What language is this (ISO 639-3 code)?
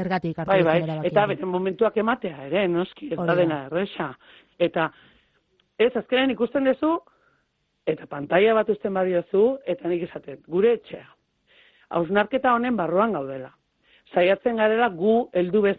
eus